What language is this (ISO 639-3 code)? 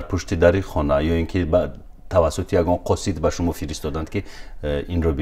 tgk